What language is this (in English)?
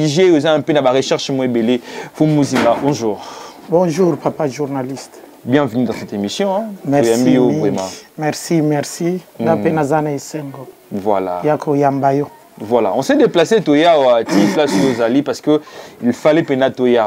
Lingala